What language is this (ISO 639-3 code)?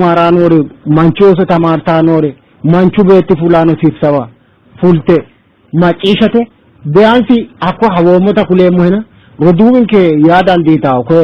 sid